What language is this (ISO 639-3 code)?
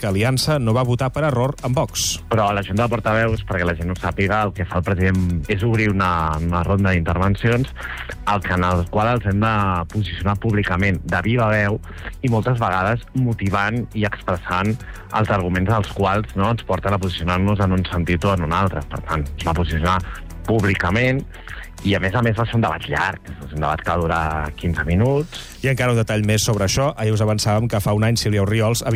cat